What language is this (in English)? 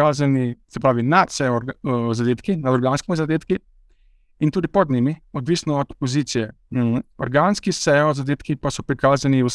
Slovenian